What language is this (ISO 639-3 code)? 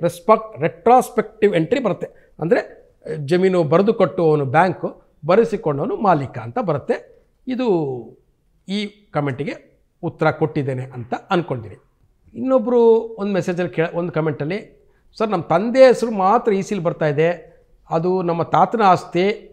kan